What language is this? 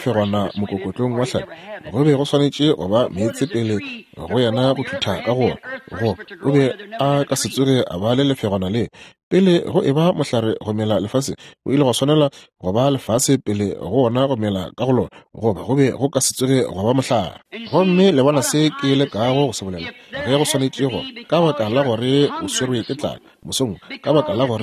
Northern Sotho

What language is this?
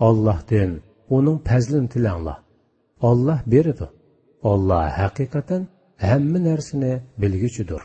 Uyghur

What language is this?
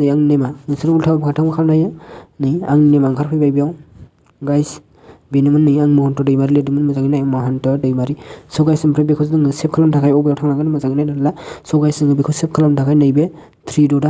Bodo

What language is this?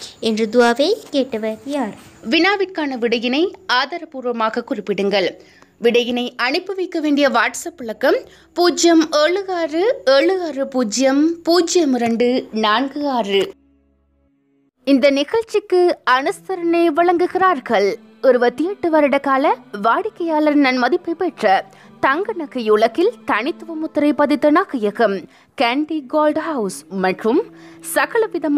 Tamil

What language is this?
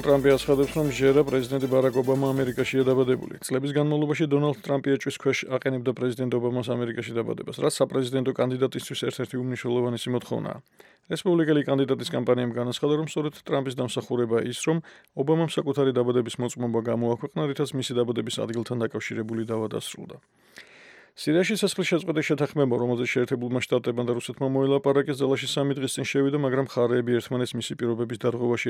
Georgian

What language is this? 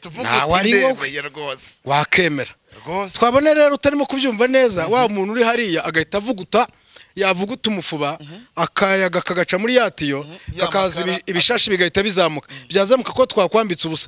Kinyarwanda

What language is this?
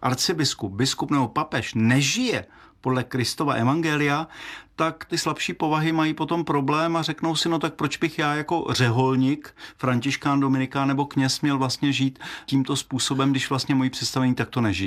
Czech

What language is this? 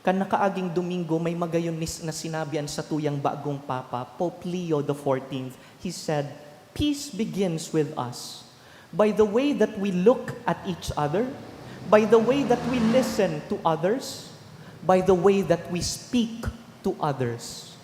Bikol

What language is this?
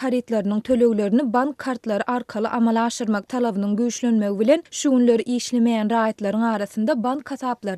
Turkmen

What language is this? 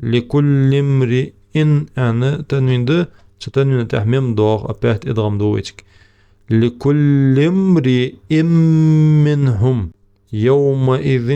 Ingush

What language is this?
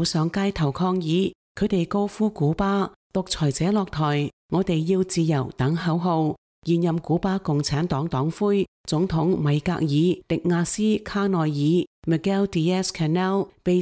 Cantonese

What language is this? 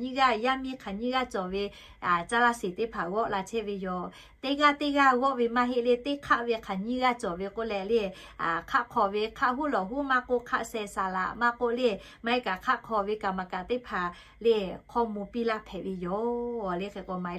Lahu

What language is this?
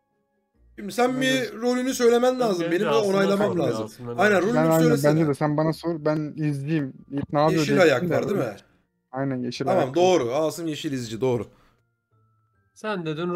Turkish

